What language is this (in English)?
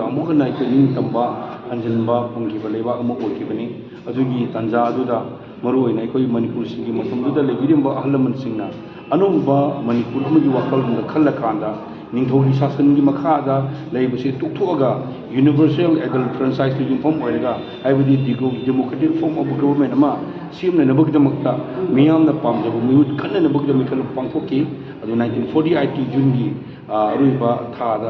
Manipuri